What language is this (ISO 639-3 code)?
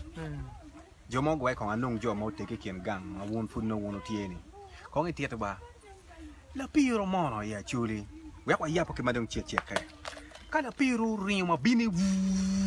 ach